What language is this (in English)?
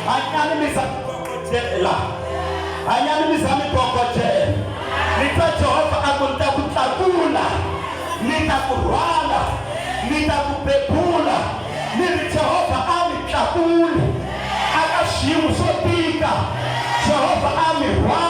Tsonga